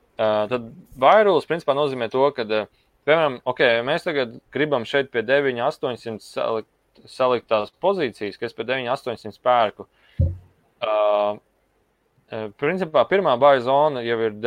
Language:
Latvian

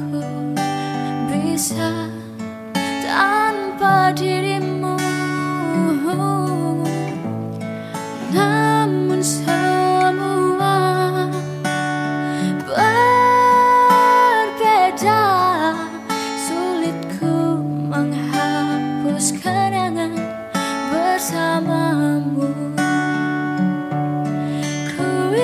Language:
Indonesian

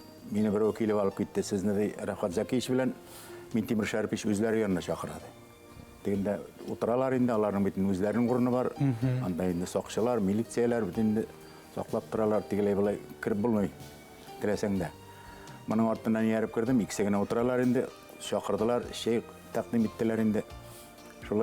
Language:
Bashkir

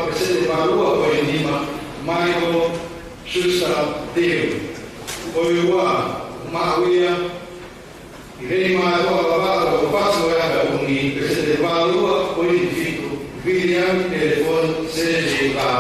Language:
Tongan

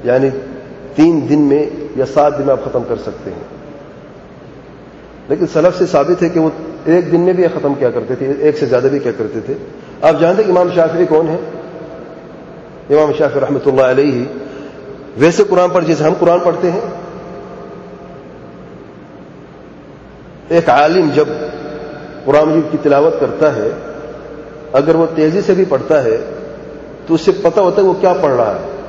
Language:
Urdu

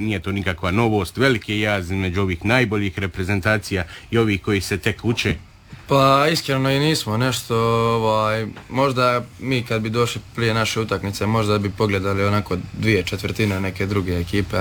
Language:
Croatian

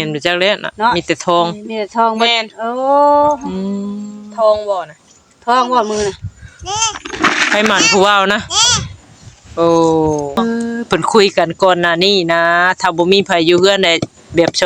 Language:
Northeastern Thai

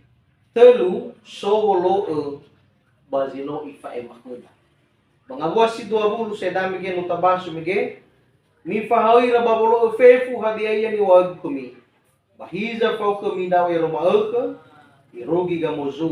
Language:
Nias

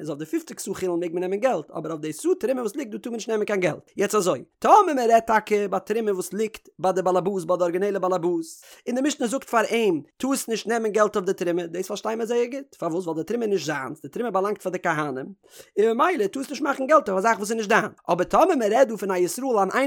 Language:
Yiddish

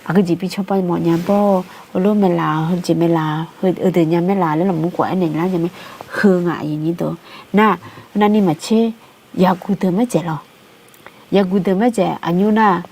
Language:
Akha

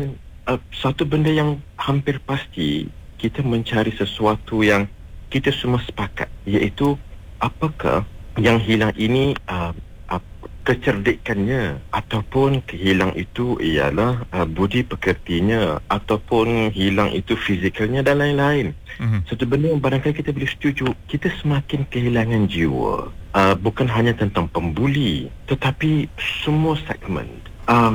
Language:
Malay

